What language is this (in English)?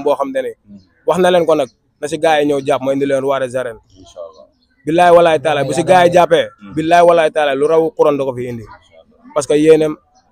Wolof